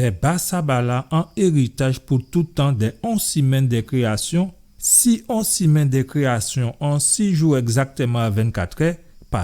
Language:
Guadeloupean Creole French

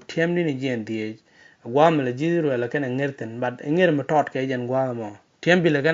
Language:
Nuer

